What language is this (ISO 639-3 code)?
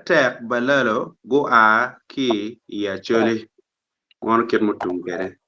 ach